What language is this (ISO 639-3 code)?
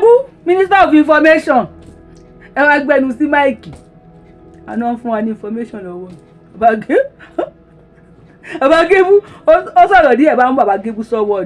yor